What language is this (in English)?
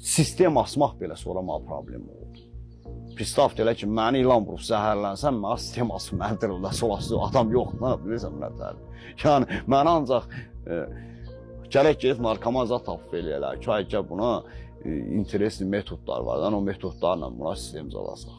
Azerbaijani